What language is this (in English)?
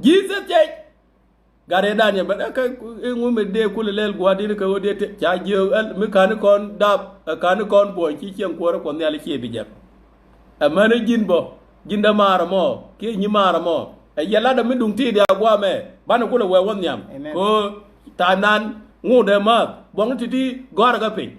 Nuer